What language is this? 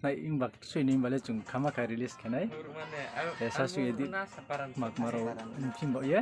Riang (India)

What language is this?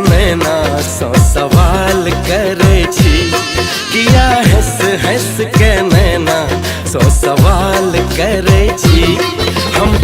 Maithili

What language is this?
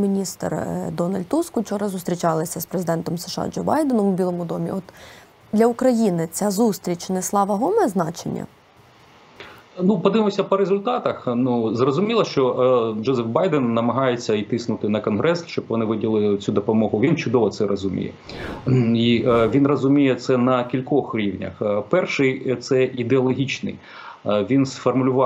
Ukrainian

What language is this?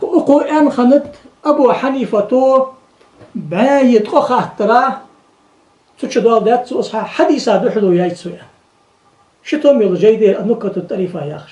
Ingush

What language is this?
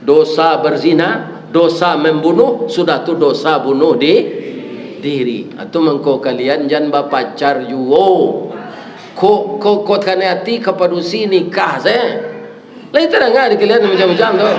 Minangkabau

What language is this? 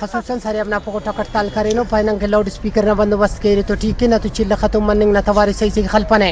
Brahui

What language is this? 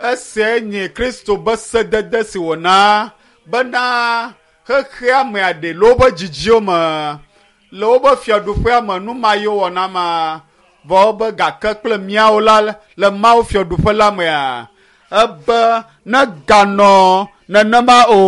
Ewe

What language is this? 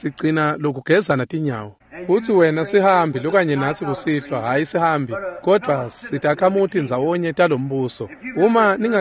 Swati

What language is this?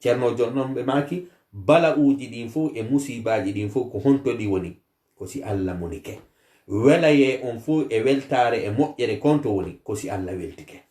Fula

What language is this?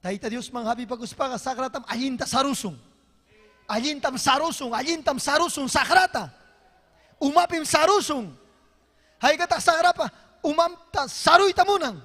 Ayacucho Quechua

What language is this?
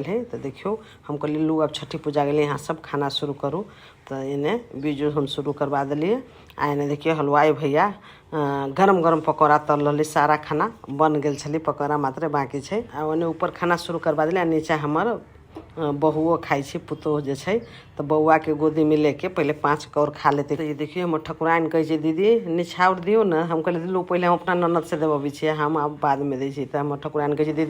Maithili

